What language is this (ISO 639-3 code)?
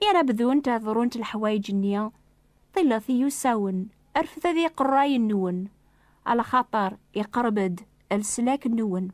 kab